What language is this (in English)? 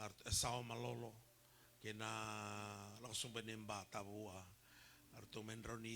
Fijian